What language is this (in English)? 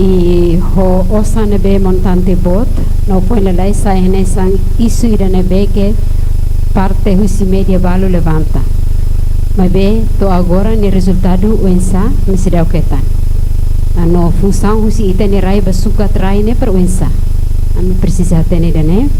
Tetum